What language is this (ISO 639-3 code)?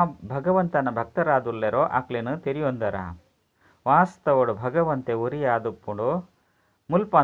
tcy